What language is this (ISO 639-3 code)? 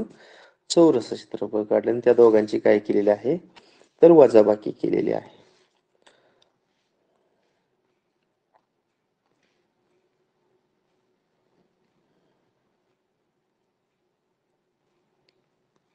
mar